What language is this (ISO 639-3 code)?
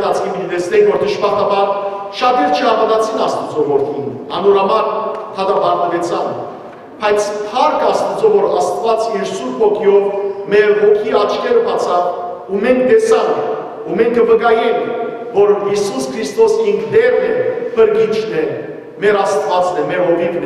hyw